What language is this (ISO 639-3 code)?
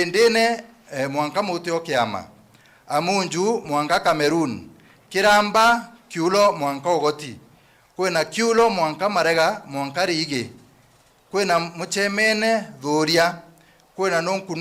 mer